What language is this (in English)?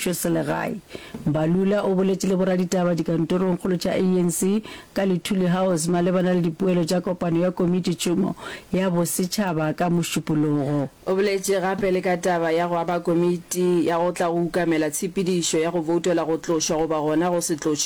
Northern Sotho